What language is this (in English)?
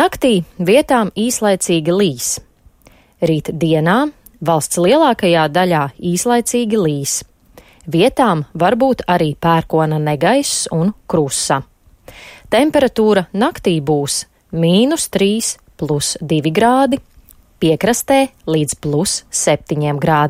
Latvian